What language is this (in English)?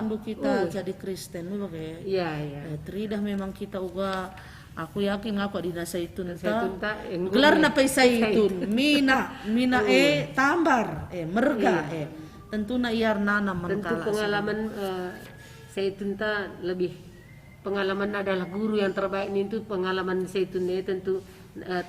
Batak Karo